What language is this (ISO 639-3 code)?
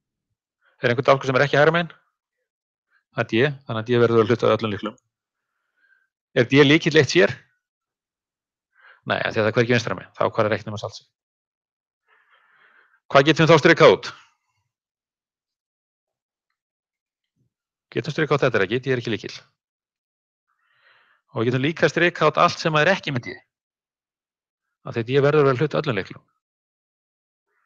isl